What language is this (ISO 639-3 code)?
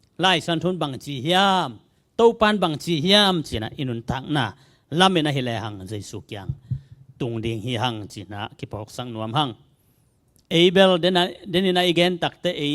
ctd